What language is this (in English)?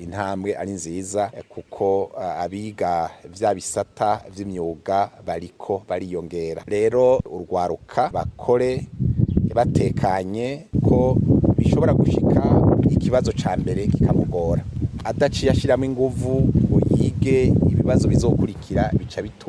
Rundi